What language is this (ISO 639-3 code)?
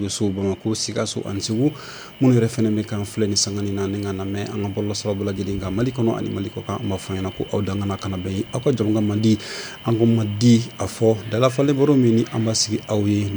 bam